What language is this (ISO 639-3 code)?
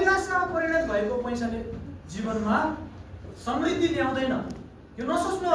nep